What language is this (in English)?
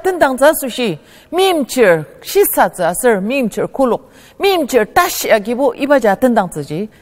Ao Naga